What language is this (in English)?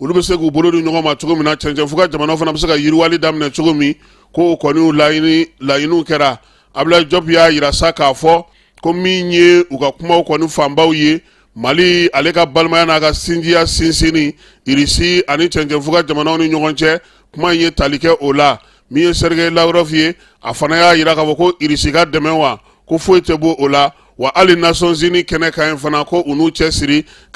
Bambara